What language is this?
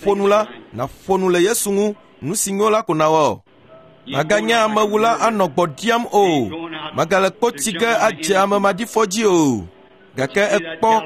Ewe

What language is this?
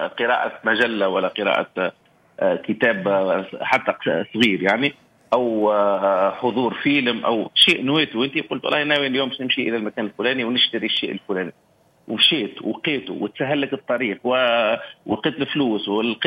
Tunisian Arabic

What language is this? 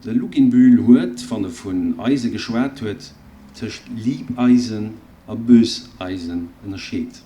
Luxembourgish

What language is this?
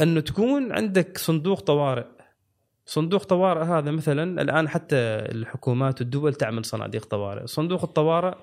Gulf Arabic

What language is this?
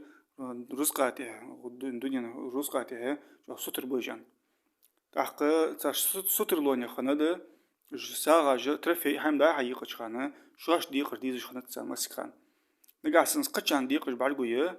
Ingush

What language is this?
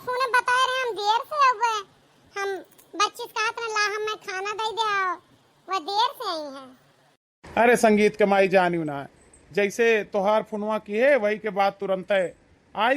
Awadhi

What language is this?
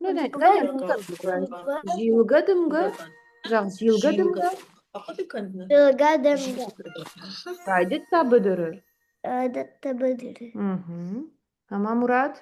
Ossetic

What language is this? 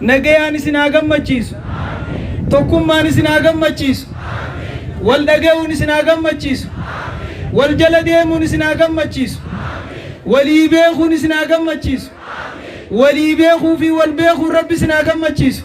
Oromo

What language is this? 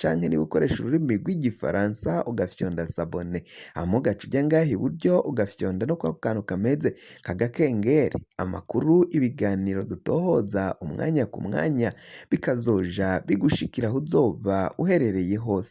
Rundi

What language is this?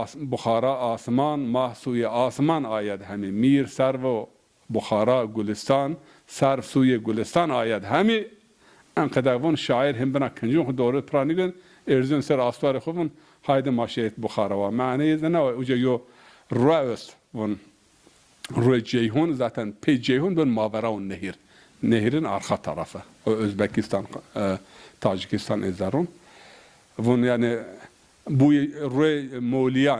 Zaza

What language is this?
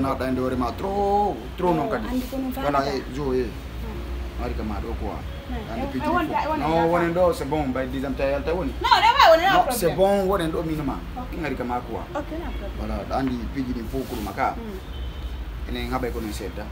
Fula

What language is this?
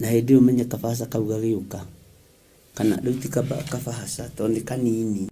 Kikuyu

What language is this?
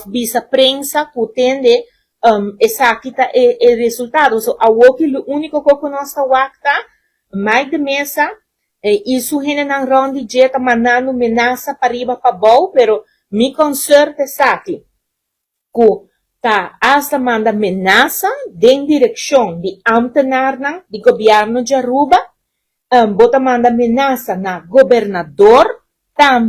Papiamento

